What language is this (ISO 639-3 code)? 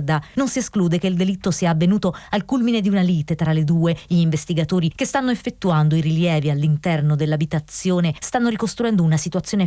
ita